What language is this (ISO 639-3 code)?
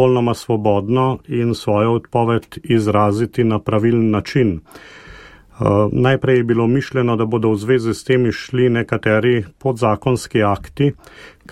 slv